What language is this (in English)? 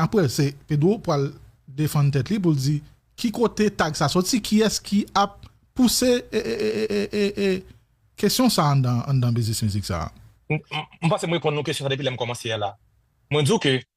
Haitian Creole